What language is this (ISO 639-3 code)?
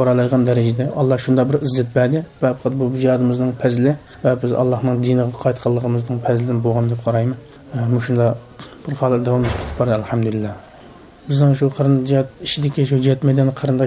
uig